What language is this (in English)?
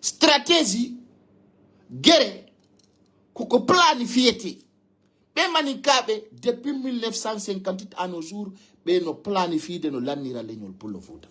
Fula